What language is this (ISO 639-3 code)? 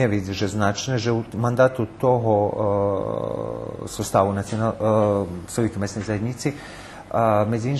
rue